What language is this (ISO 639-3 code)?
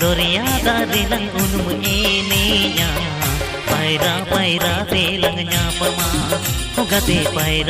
sat